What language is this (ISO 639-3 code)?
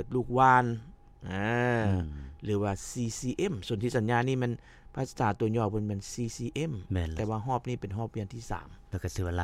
lao